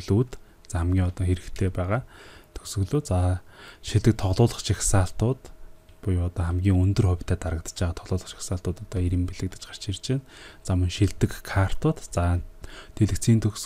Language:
Mongolian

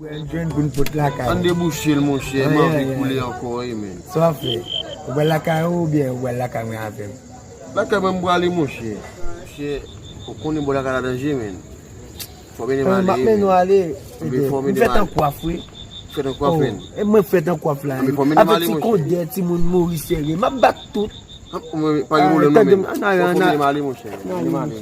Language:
Haitian Creole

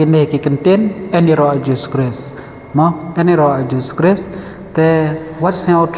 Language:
Khasi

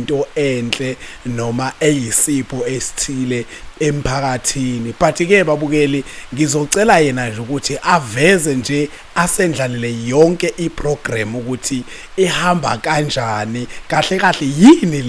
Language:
Zulu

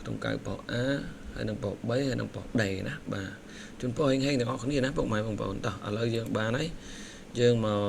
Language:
Khmer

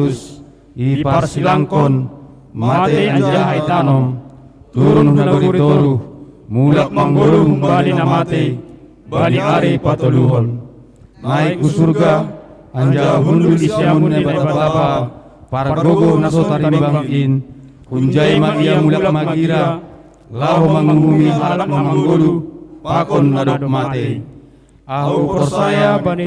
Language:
Batak Simalungun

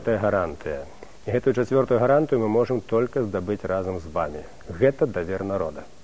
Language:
Belarusian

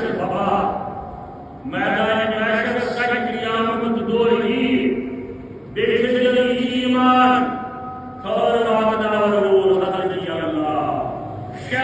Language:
Kashmiri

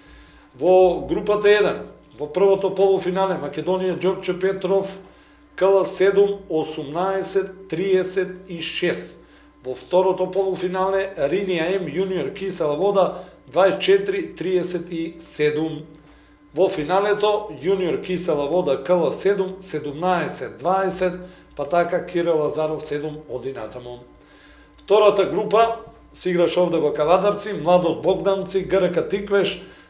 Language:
Macedonian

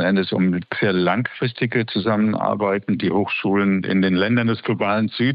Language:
German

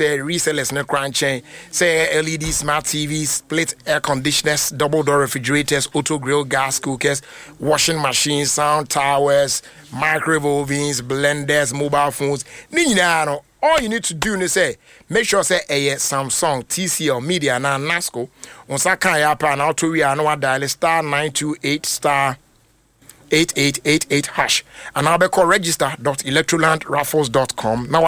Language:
Akan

